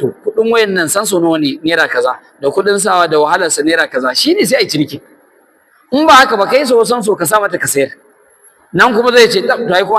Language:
Hausa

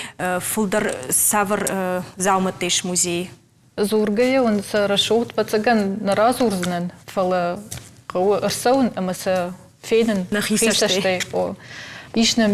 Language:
Ossetic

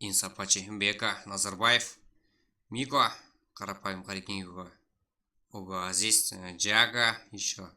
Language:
Kara-Kalpak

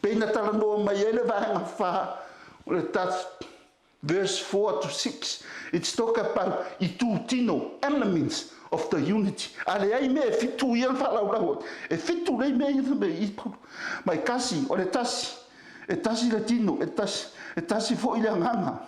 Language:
Samoan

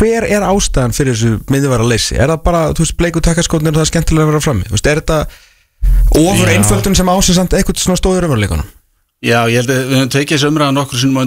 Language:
Icelandic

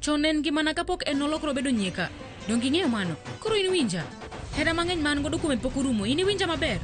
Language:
Luo (Kenya and Tanzania)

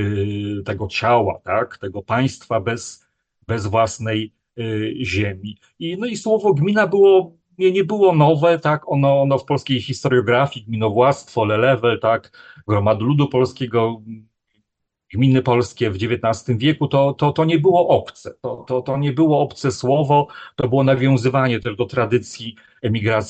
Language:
Polish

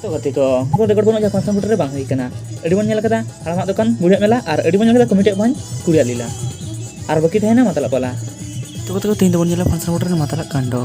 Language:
Santali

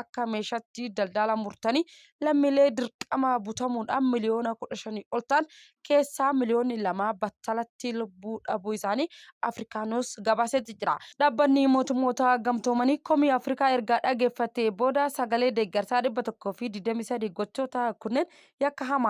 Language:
Oromo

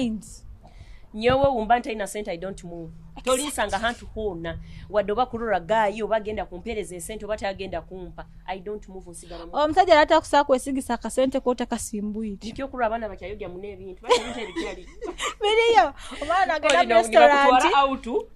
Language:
Nyoro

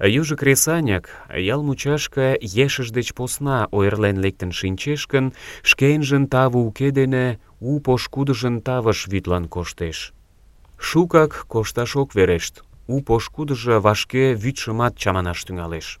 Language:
Mari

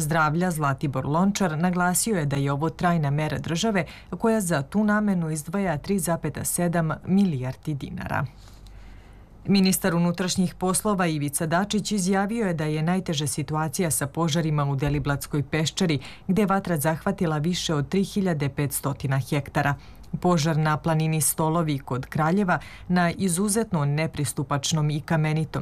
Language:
Serbian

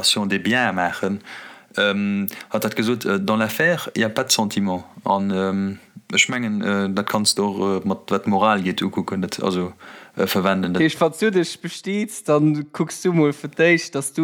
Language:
Luxembourgish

